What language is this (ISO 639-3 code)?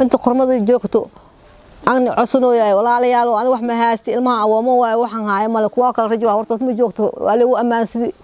som